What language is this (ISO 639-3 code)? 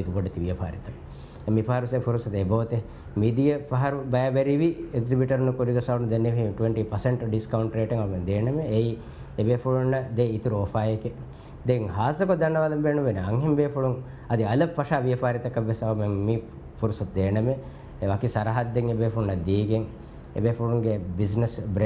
div